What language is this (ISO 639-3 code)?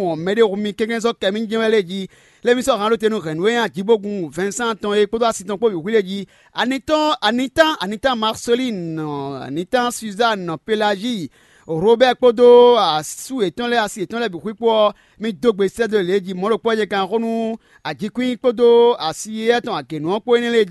fon